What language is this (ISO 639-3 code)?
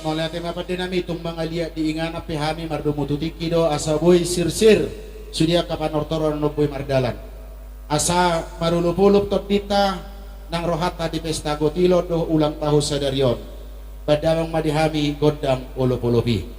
bbc